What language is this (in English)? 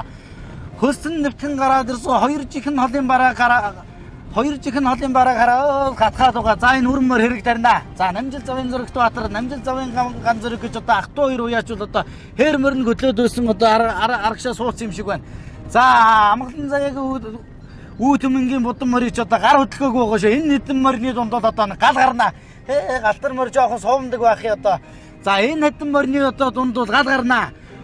Mongolian